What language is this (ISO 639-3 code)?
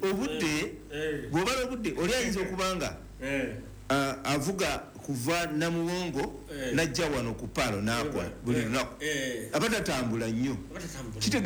lug